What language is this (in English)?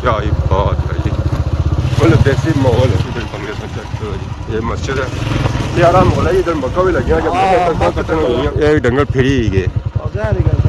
Pahari-Potwari